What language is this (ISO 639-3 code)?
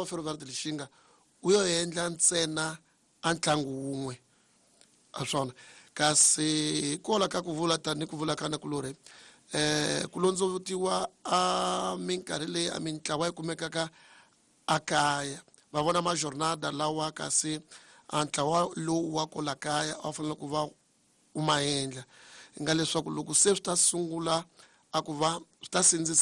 tso